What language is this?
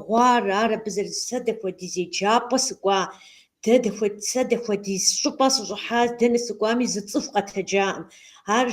Kabardian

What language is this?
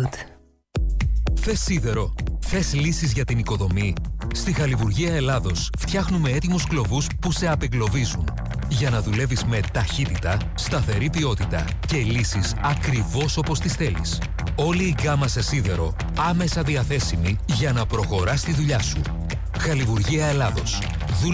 Greek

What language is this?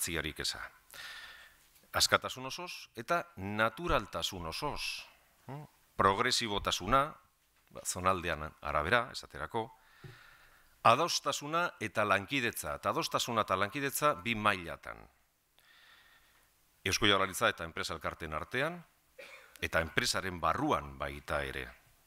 Basque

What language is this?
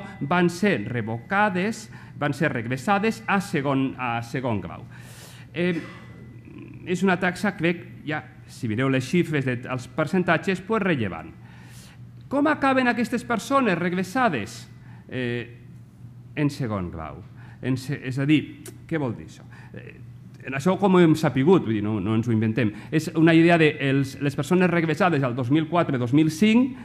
Catalan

